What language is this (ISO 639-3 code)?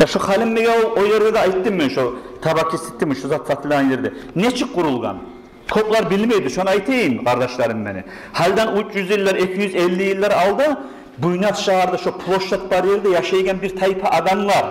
kum